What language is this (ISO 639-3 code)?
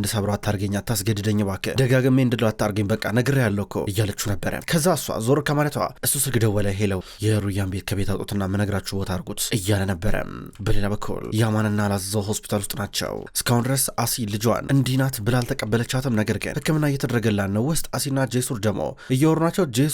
amh